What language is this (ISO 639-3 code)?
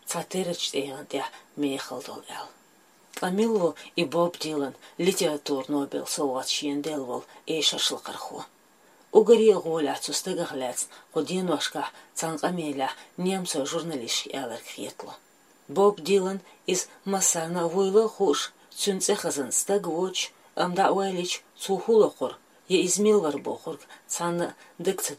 che